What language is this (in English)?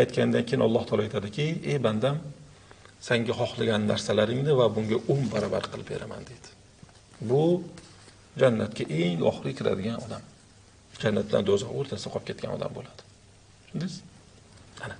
Uzbek